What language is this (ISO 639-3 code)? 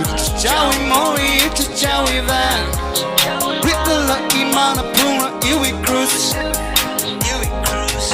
nmf